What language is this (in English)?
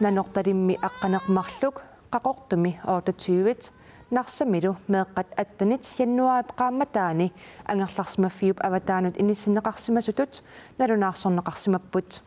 Kalaallisut